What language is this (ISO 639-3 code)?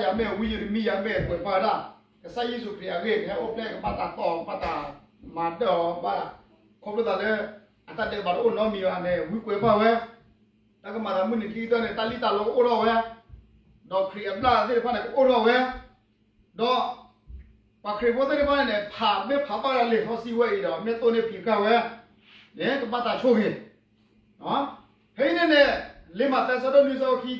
ksw